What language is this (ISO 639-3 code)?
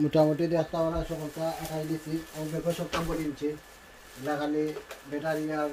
syl